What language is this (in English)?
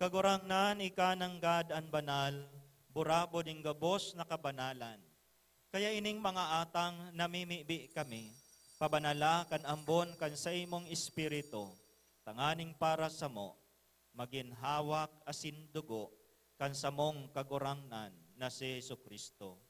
Bikol